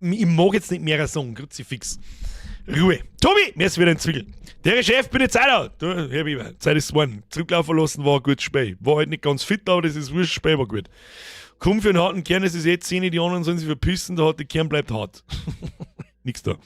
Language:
Bavarian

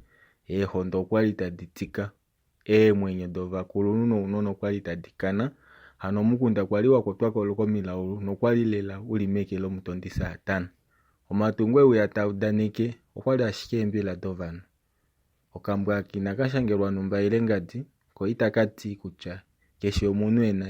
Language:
Kuanyama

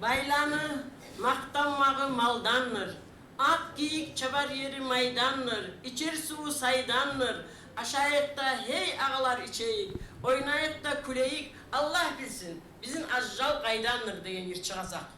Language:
Kumyk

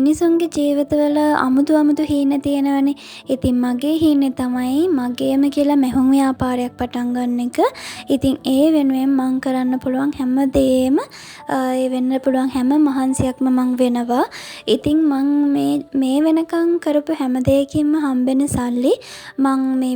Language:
Sinhala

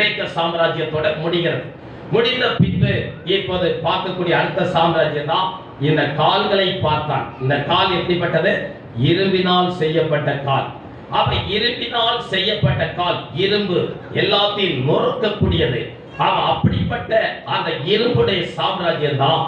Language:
Tamil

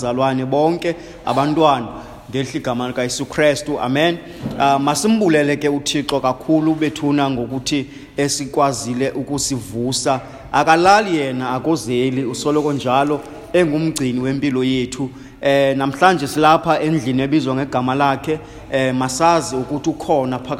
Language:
Xhosa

